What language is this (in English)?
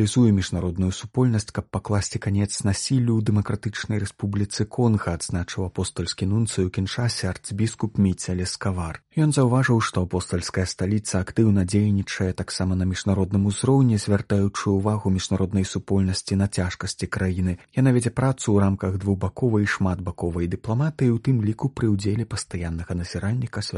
Belarusian